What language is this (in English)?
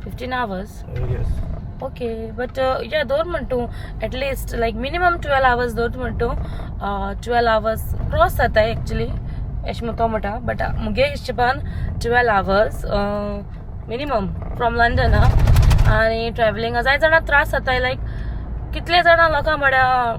Konkani